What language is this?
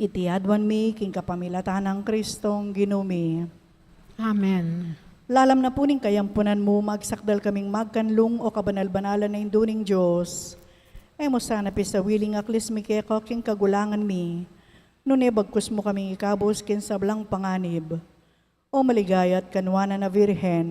Pampanga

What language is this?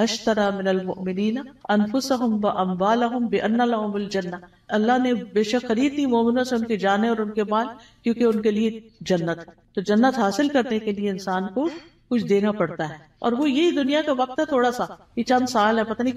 Urdu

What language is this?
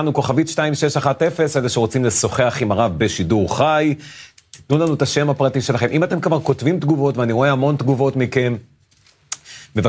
Hebrew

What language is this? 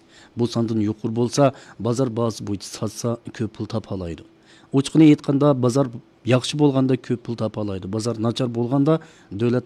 Uyghur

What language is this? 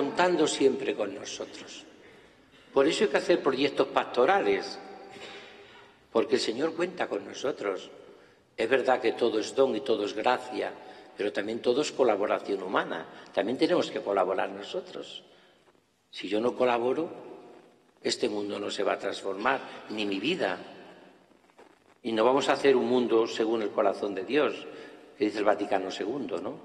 Spanish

